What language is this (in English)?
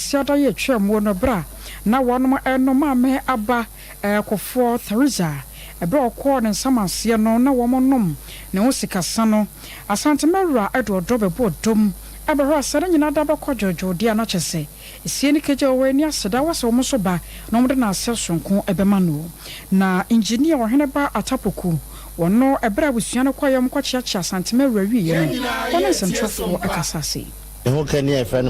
Akan